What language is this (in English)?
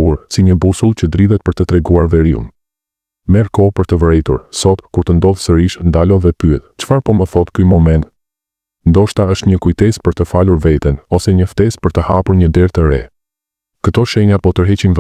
Albanian